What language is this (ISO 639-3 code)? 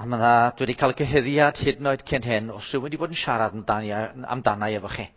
cym